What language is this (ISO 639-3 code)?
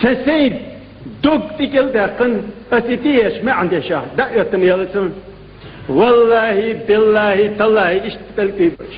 che